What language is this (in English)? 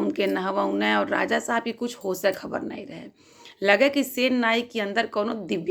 Bhojpuri